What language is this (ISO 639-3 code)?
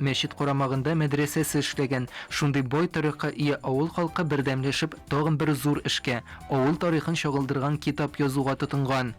tat